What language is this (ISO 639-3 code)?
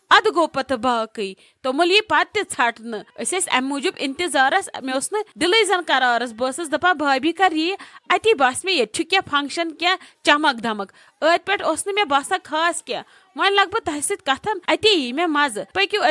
kas